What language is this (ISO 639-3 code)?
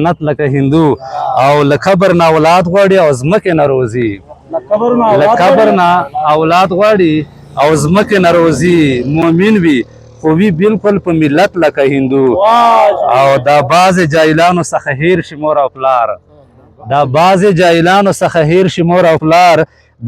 pus